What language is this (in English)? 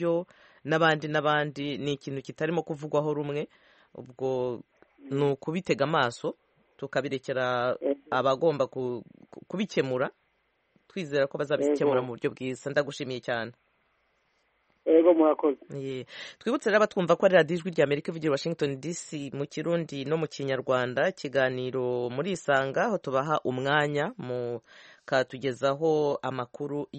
Kinyarwanda